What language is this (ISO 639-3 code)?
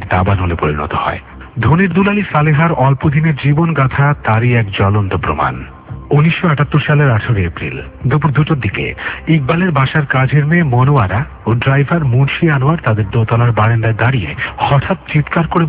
ben